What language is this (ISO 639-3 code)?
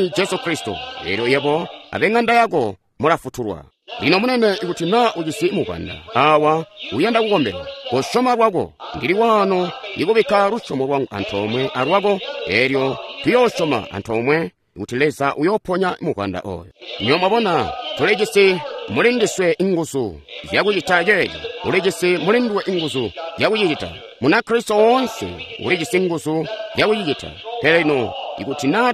toi